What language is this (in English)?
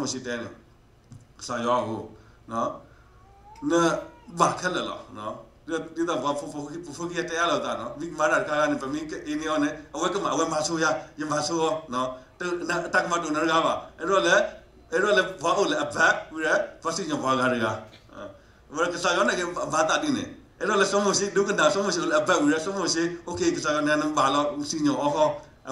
S'gaw Karen